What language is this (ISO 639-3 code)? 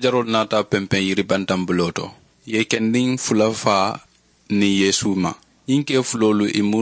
man